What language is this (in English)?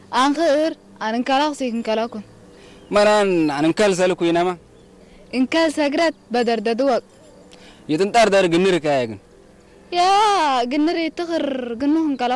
Tigrinya